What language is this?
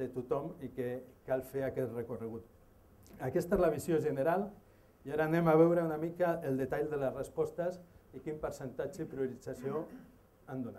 Catalan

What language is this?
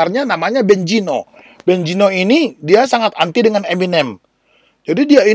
Indonesian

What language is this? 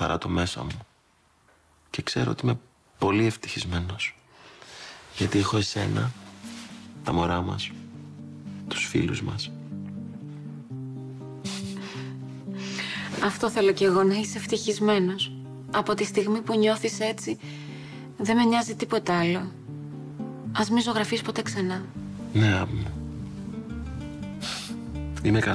Greek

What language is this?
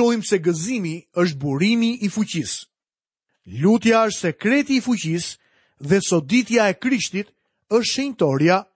Albanian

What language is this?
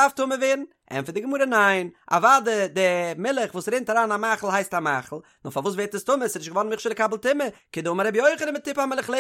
Yiddish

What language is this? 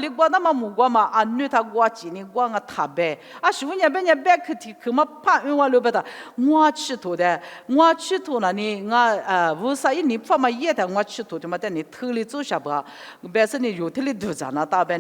Lisu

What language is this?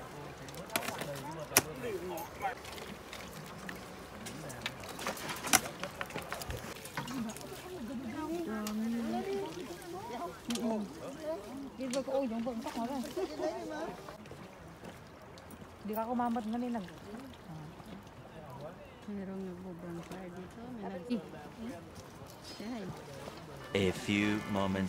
Filipino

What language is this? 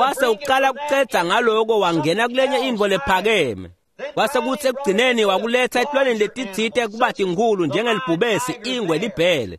Swati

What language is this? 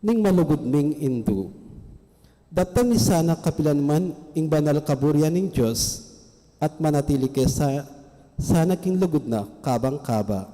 Pampanga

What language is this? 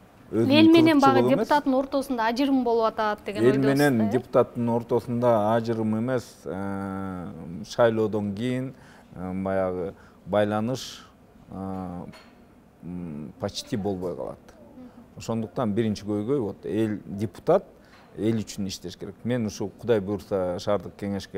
Kyrgyz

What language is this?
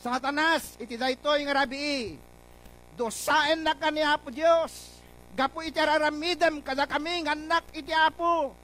Iloko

